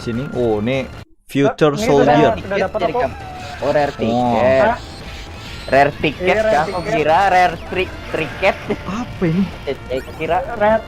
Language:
Banjar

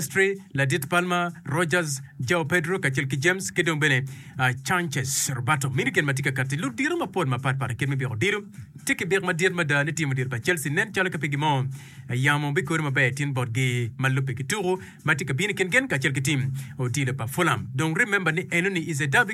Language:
Acoli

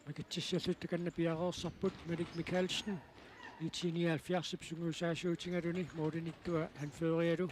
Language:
Kalaallisut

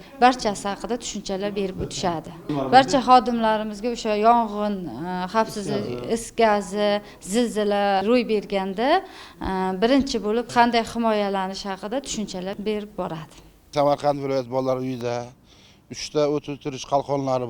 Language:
Uzbek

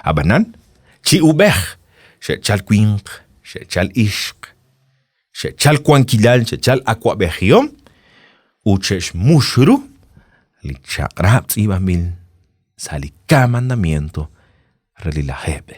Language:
Kekchí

